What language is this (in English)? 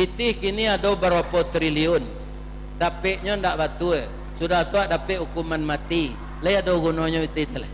Minangkabau